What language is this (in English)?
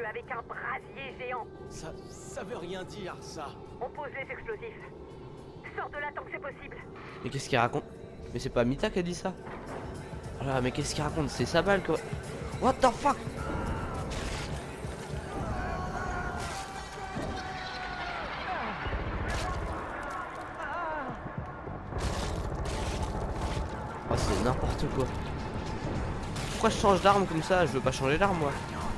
French